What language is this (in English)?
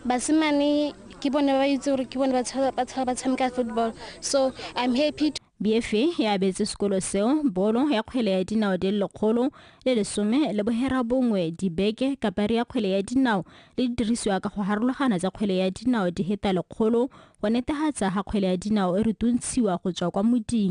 Tswana